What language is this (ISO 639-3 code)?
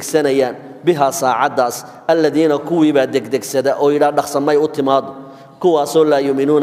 som